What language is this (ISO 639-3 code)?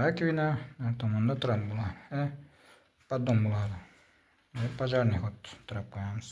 uzb